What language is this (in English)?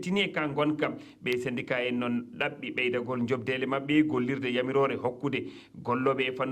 Fula